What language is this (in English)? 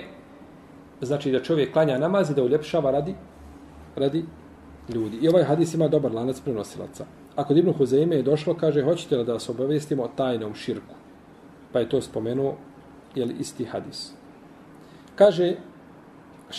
Bosnian